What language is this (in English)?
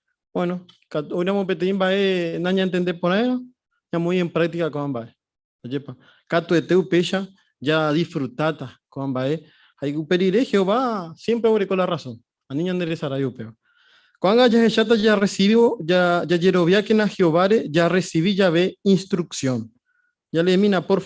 Guarani